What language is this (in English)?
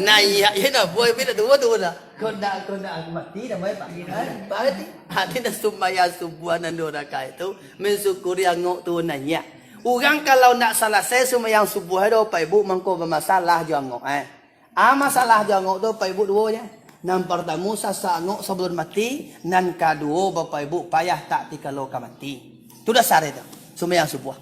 Minangkabau